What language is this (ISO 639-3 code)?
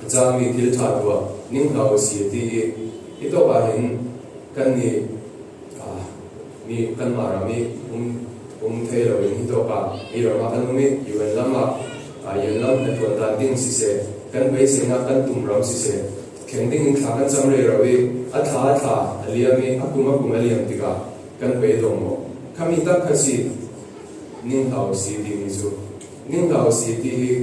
cfm